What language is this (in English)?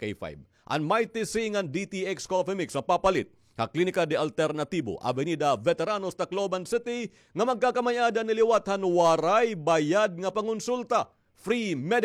Waray